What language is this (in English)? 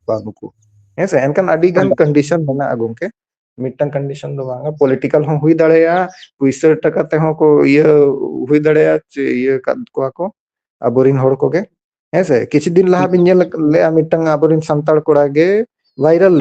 Santali